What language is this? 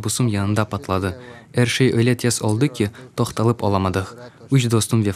Crimean Tatar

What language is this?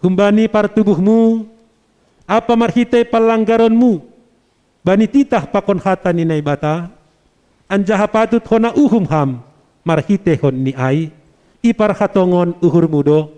Batak Simalungun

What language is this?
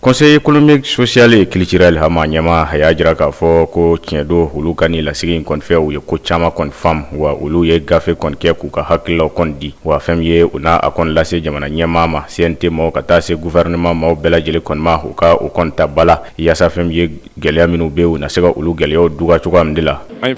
Bambara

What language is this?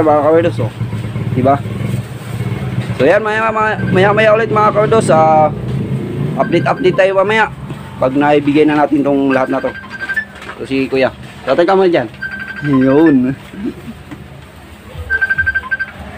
Filipino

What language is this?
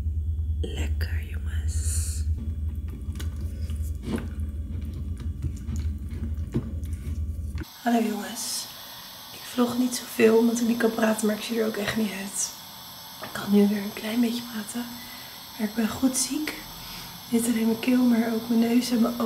Dutch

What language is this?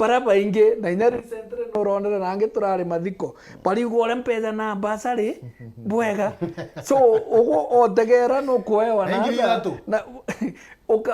Meru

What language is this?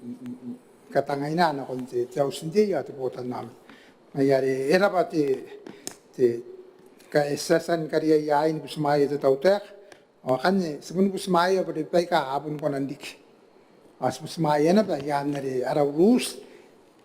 Gilbertese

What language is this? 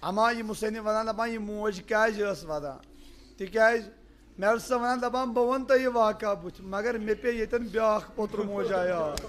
Kashmiri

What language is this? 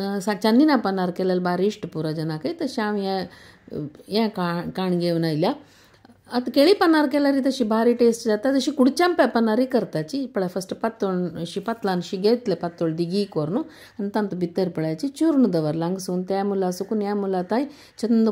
Konkani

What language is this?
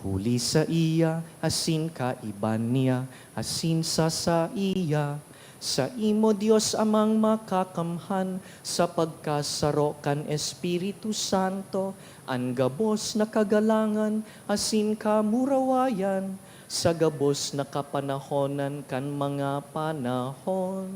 Bikol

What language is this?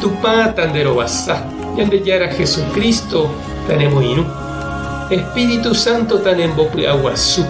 Guarani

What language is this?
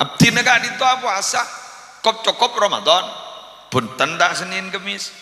Madurese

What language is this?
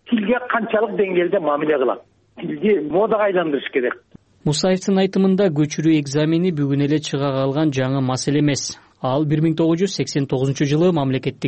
Kyrgyz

